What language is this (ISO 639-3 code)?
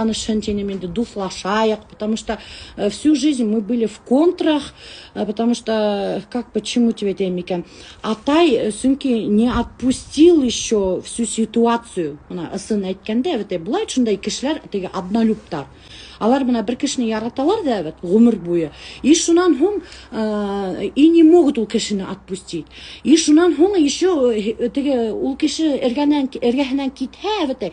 bak